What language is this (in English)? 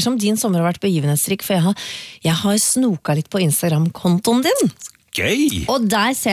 Norwegian